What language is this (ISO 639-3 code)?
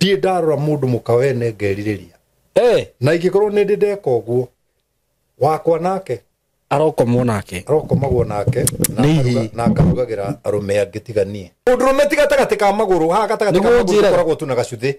kik